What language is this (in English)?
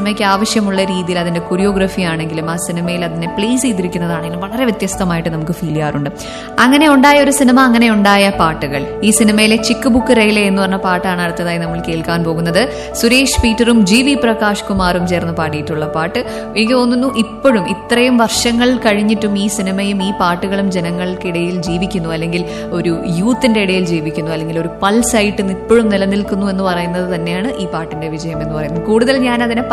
Malayalam